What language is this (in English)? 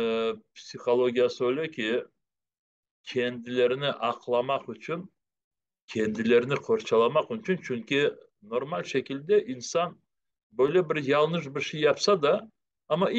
Crimean Tatar